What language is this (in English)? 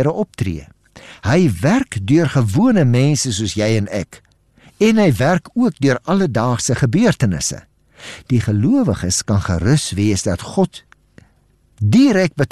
Afrikaans